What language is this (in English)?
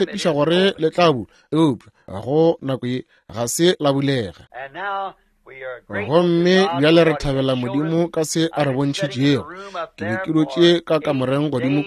Northern Sotho